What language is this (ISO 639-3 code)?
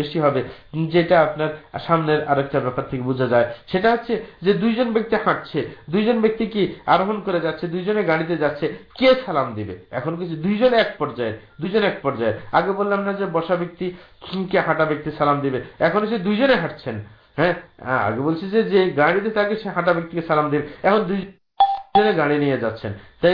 ben